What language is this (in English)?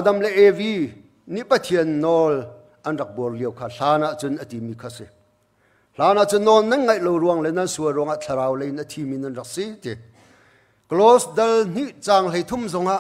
Hakha Chin